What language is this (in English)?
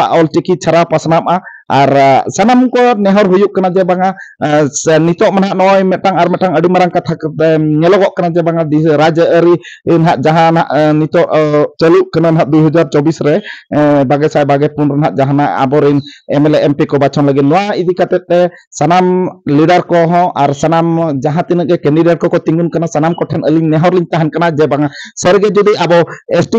Santali